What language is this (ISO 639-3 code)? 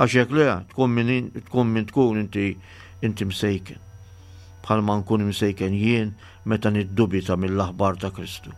mlt